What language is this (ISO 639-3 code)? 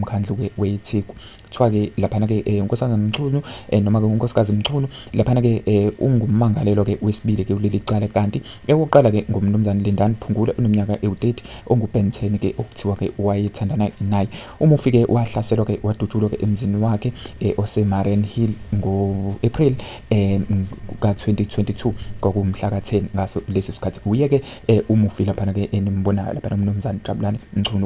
zul